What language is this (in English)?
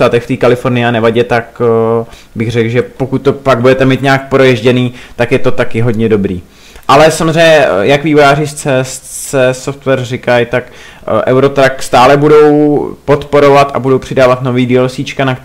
Czech